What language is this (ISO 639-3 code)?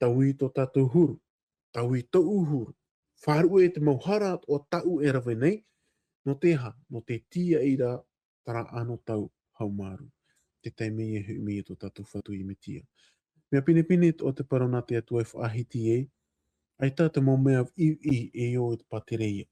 tah